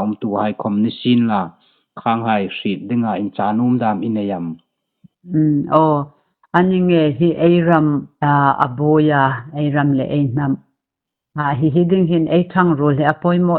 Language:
Hmar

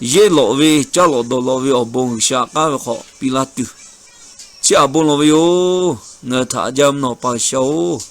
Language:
Lahu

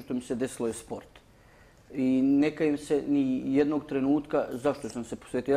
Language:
Bosnian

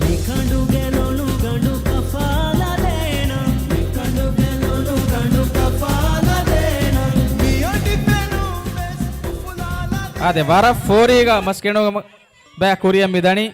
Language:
Divehi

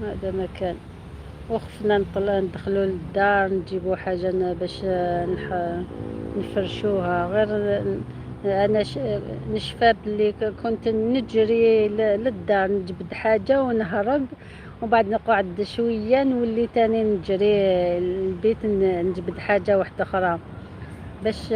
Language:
Algerian Arabic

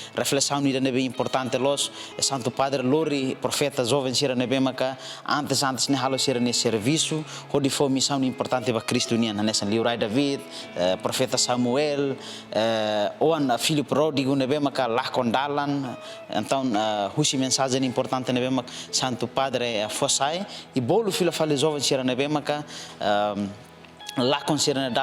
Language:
Tetum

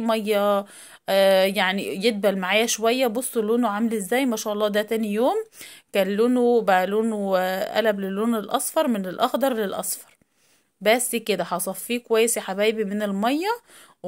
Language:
Egyptian Arabic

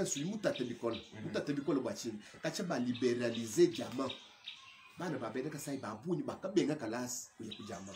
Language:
Luba-Lulua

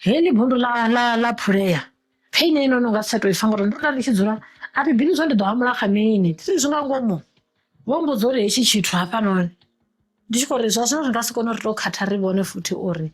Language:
Venda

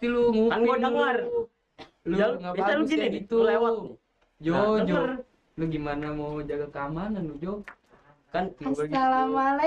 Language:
Betawi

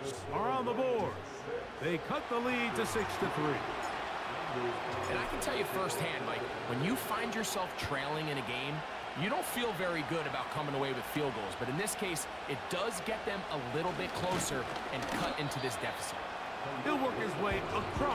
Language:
English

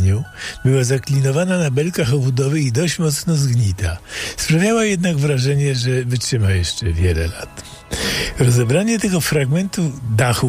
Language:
Polish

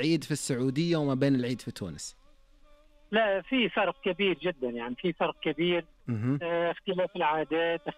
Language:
Najdi Arabic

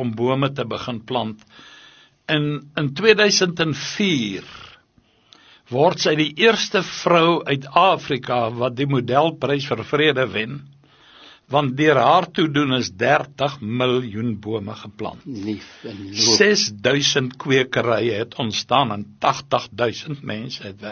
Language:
Afrikaans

